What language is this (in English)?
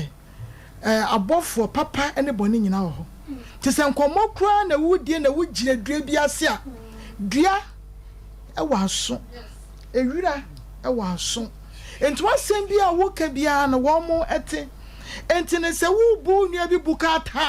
Akan